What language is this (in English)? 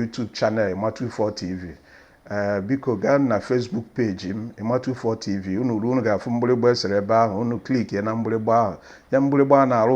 Igbo